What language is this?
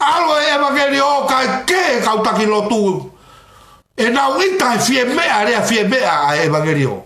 Tongan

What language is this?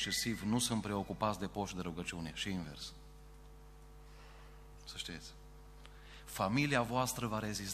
Romanian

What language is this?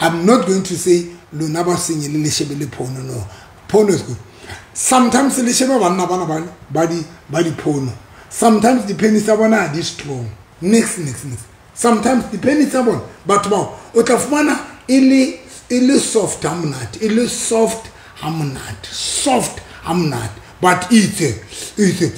Southern Sotho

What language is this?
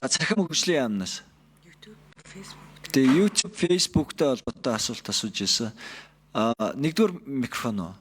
Mongolian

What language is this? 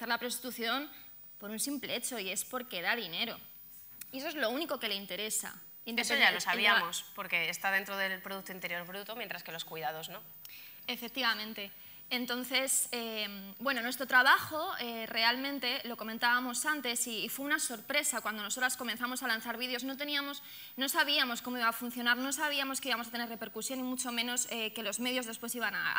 Spanish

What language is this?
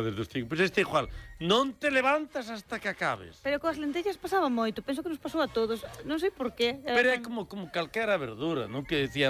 Galician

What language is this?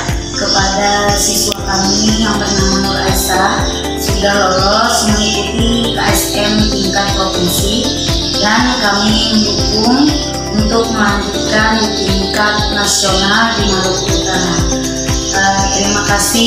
Indonesian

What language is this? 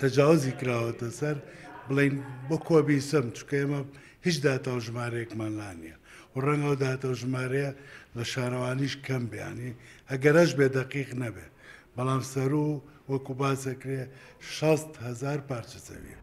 Central Kurdish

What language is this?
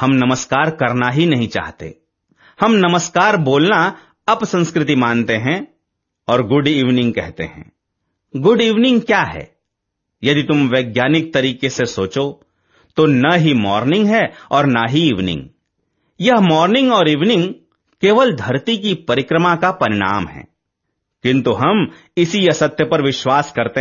Hindi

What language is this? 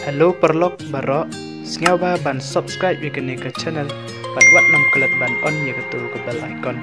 Khasi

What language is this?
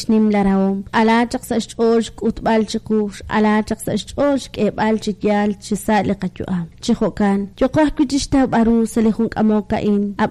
Kekchí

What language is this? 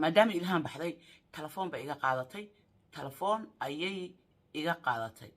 Somali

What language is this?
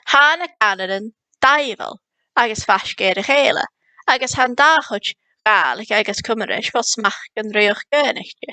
Scottish Gaelic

